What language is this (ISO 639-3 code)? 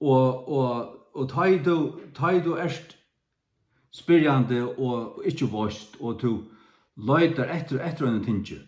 fao